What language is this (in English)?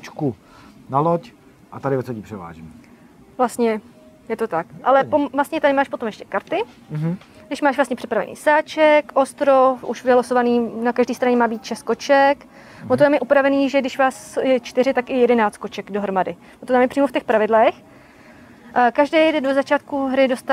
Czech